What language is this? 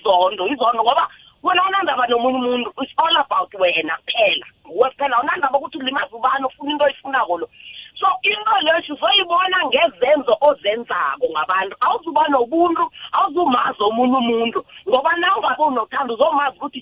South Ndebele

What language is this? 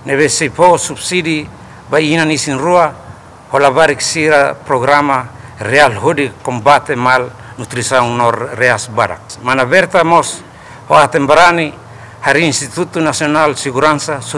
Tetum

